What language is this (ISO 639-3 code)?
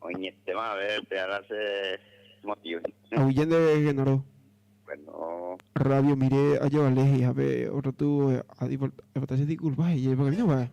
grn